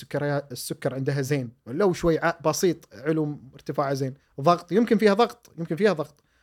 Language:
Gulf Arabic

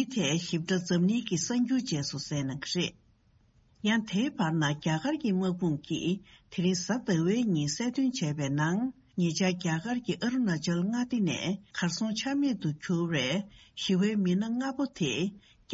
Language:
Tibetan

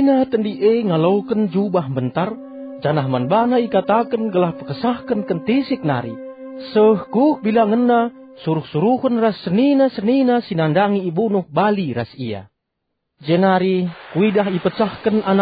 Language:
Batak Karo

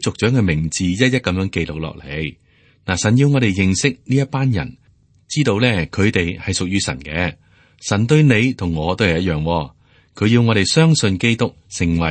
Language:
Cantonese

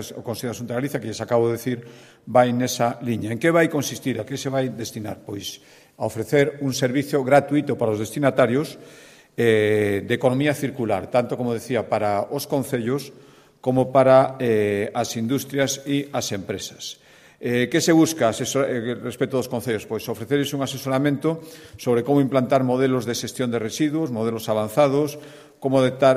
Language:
Galician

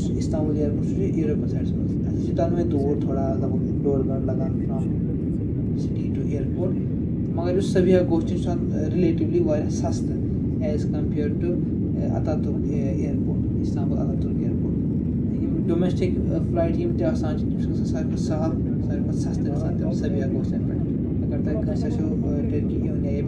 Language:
Kashmiri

